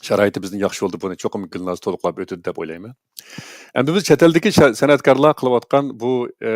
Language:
Uyghur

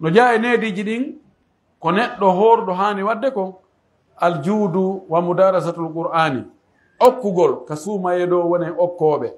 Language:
Pular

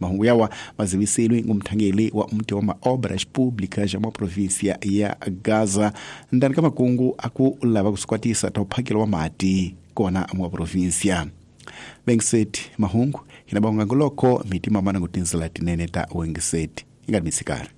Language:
Tsonga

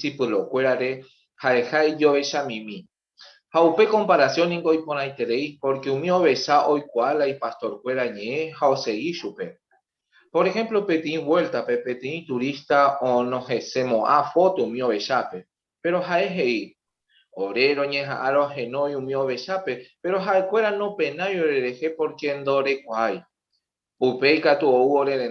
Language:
Guarani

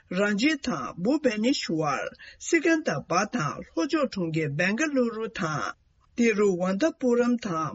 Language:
Tibetan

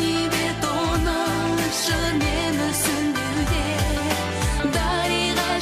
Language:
Kazakh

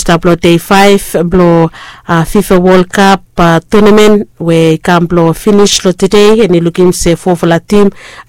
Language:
Bislama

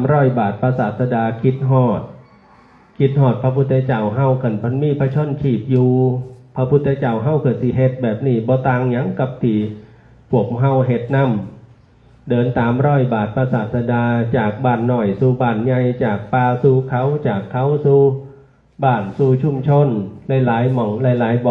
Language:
Northeastern Thai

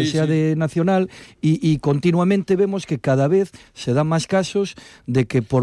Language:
Galician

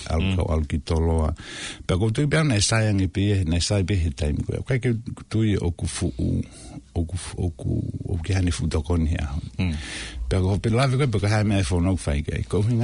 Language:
Tongan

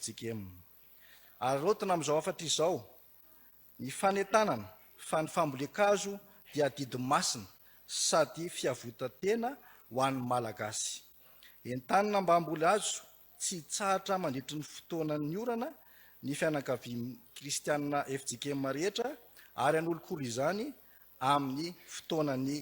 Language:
Malagasy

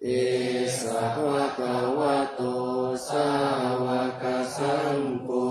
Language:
Pali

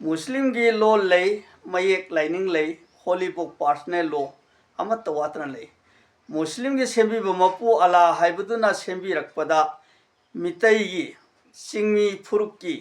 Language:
Manipuri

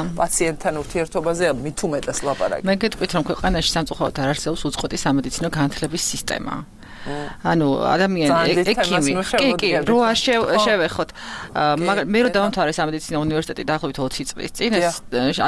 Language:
Georgian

